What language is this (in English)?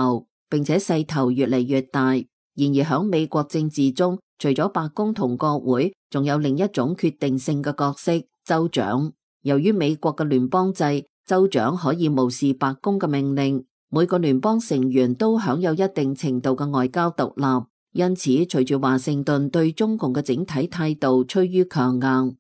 Cantonese